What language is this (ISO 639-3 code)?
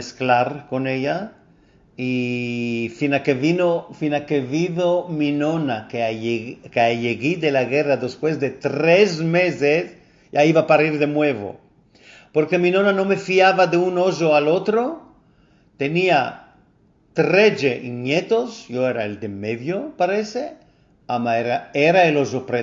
lad